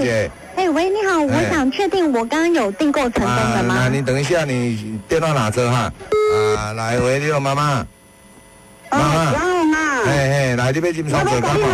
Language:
Min Nan Chinese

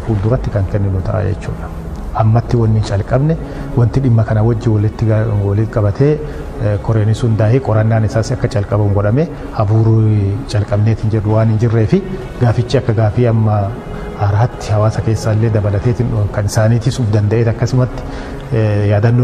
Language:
Oromo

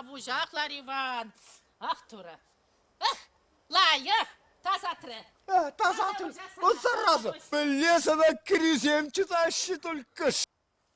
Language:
Chuvash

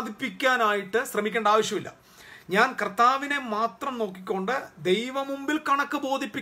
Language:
Malayalam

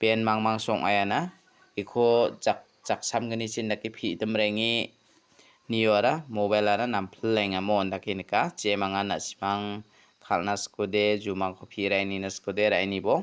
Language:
Garo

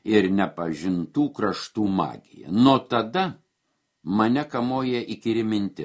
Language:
Lithuanian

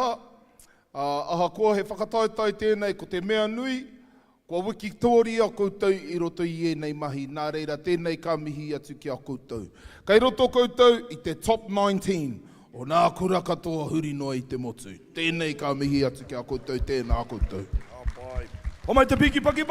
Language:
Māori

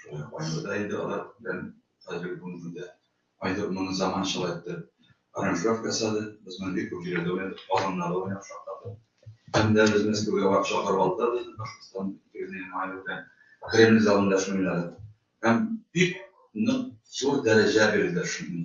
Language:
Bashkir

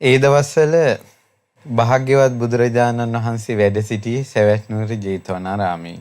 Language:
Sinhala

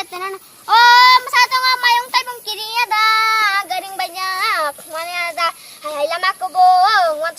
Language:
Kok Borok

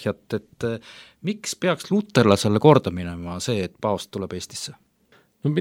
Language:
Estonian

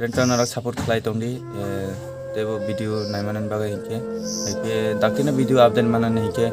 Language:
Kok Borok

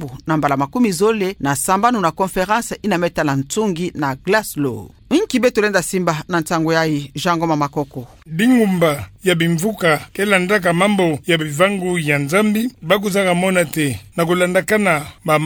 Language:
Kituba (Democratic Republic of Congo)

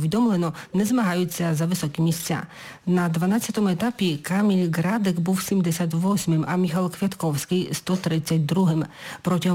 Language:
Ukrainian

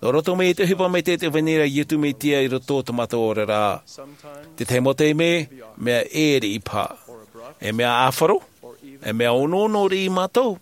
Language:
Tahitian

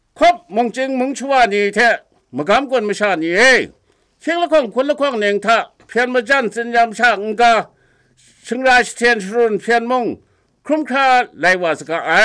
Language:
Kachin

